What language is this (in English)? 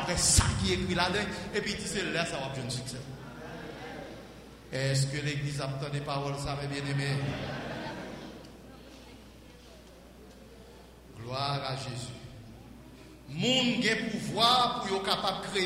French